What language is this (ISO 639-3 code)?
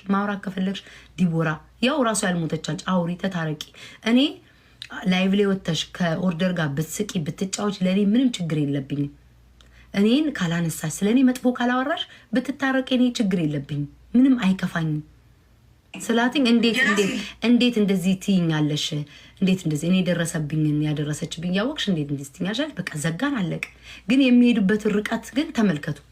amh